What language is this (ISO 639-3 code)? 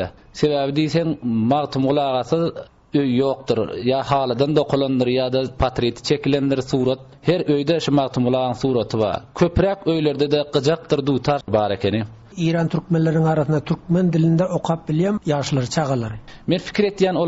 tuk